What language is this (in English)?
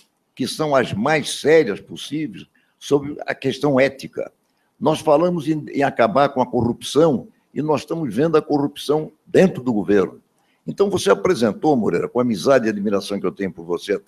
Portuguese